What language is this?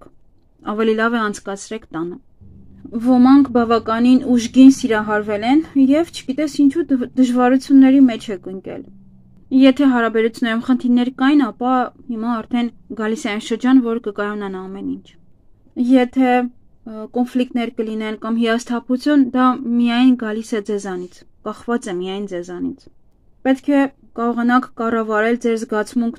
Armenian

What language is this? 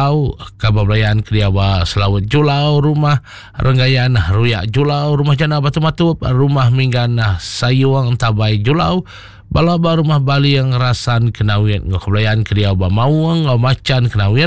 Iban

